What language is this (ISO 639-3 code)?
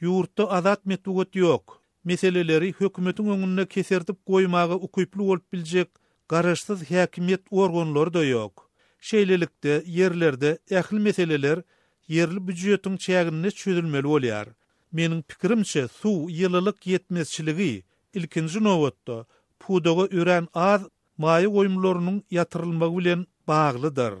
tuk